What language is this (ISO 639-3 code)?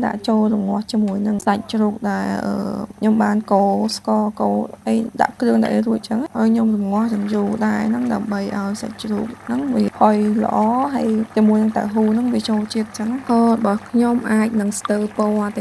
khm